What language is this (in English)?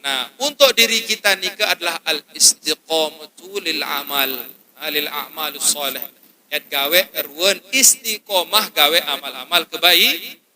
Sasak